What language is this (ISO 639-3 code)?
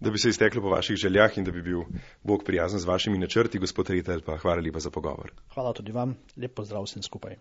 slv